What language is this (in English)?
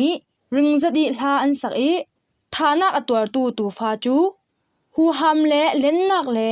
Falam Chin